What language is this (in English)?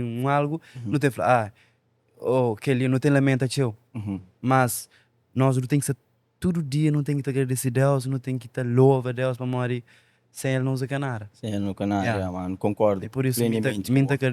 Kabuverdianu